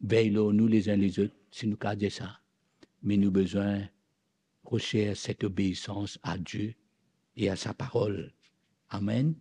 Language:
Morisyen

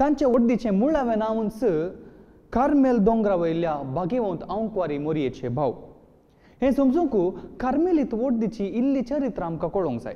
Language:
Konkani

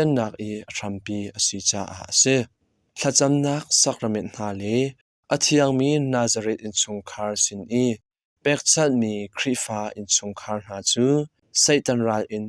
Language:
Hakha Chin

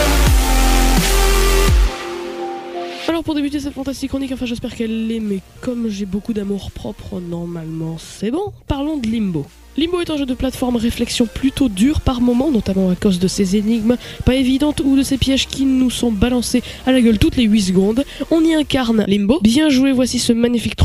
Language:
French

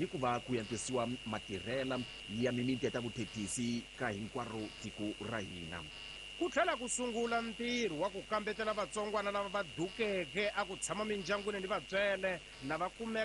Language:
Tsonga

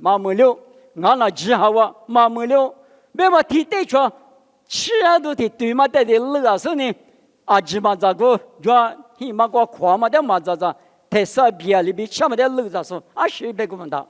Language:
Lisu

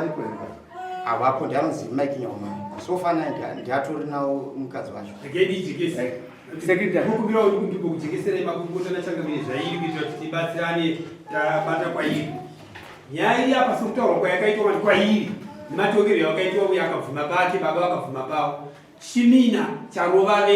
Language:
Shona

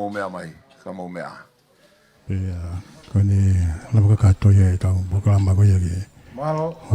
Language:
Tongan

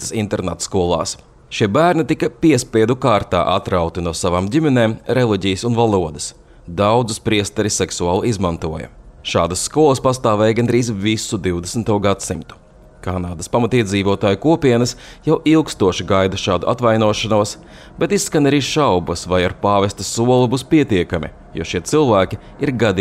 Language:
Latvian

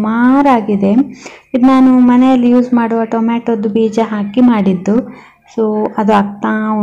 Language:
Kannada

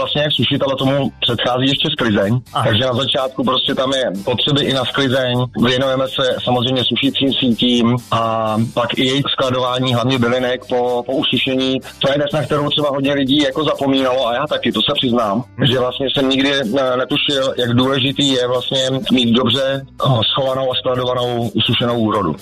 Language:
Czech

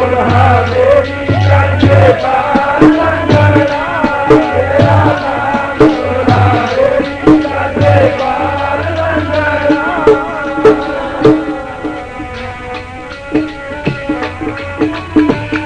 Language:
Punjabi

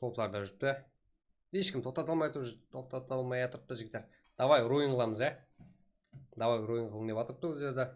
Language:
Kara-Kalpak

